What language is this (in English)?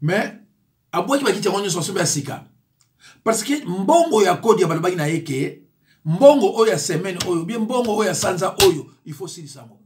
Lingala